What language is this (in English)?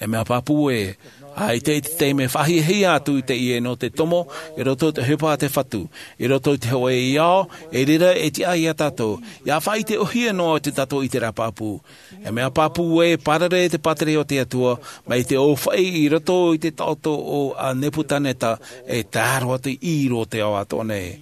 Tahitian